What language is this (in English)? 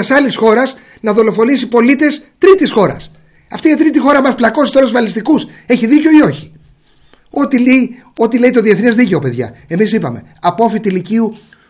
Greek